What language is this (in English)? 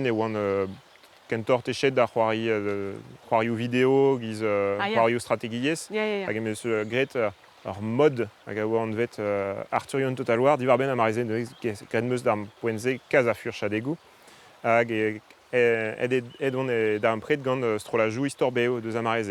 Breton